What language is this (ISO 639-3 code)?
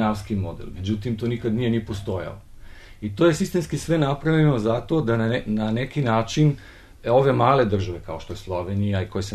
bos